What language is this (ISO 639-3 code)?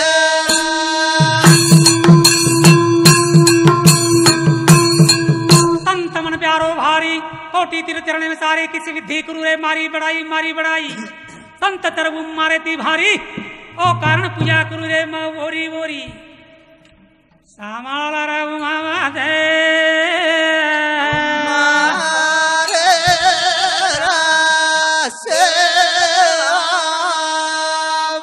lmn